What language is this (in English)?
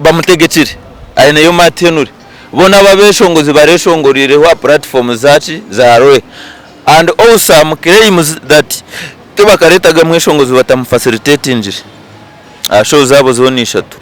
Nyankole